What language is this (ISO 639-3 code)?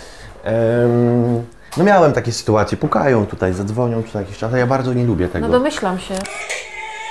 pol